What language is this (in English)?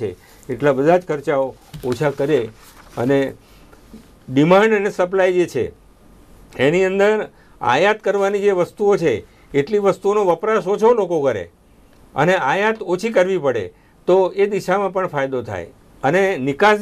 Gujarati